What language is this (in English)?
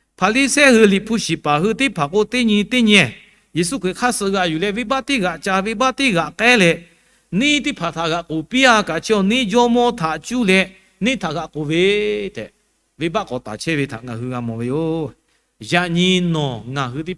Lahu